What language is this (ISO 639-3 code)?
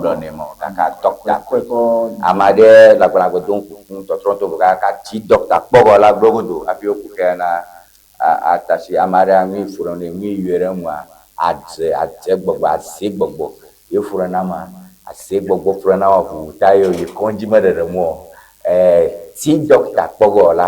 ewe